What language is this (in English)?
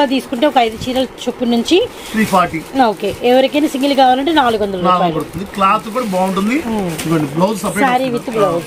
Telugu